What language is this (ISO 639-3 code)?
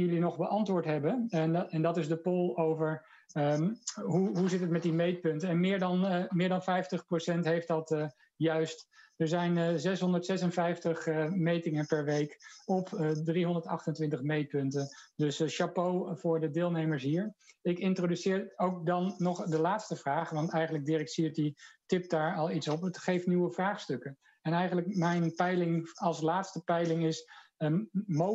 nld